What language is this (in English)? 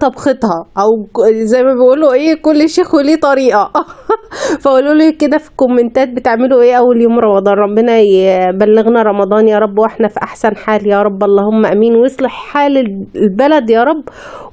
Egyptian Arabic